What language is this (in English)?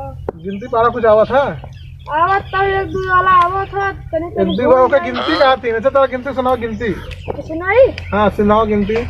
Awadhi